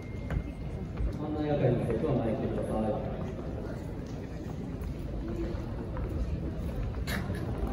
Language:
Japanese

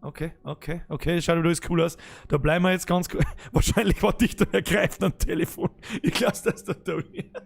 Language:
Bavarian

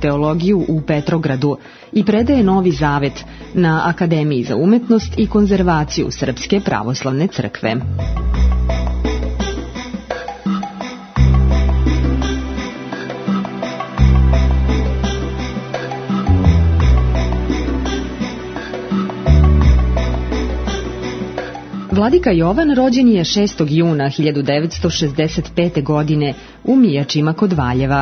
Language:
Serbian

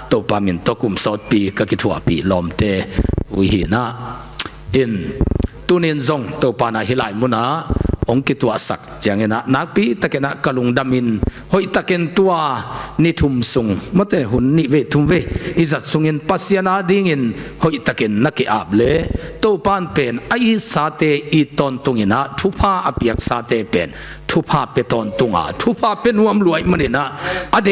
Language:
Tedim Chin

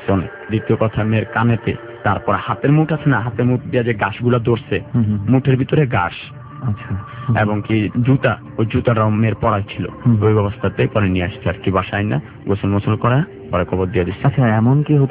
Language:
Bangla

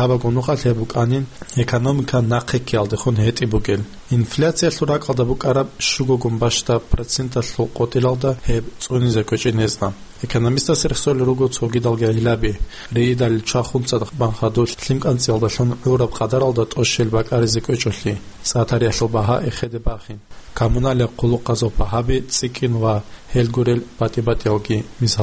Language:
Avaric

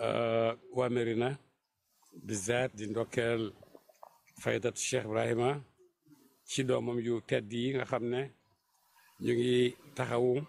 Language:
Wolof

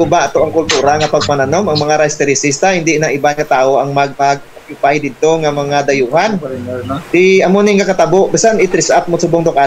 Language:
Hiligaynon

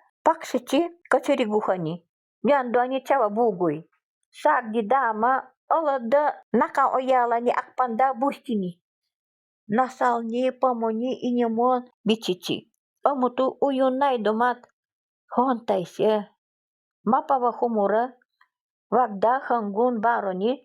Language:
Nanai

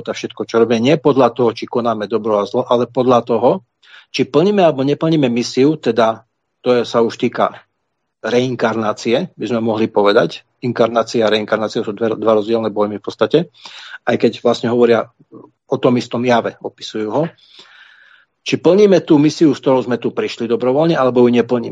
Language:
Slovak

